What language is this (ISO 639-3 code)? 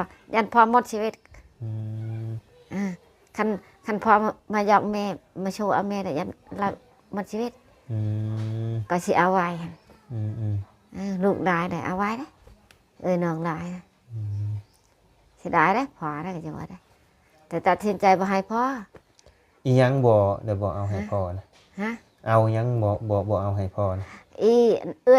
lao